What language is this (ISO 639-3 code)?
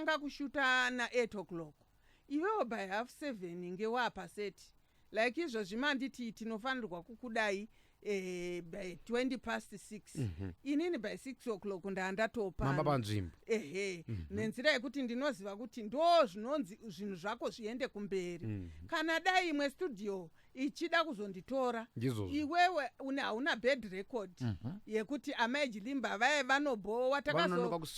sna